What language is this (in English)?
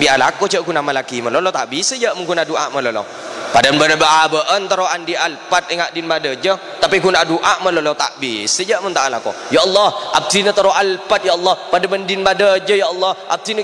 Madurese